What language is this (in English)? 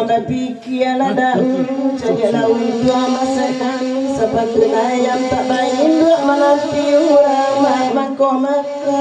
Minangkabau